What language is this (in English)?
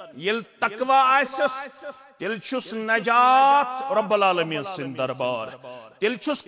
Kashmiri